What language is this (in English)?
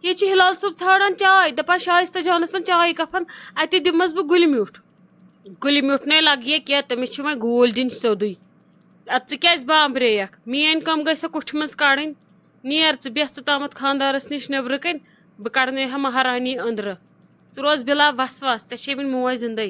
Kashmiri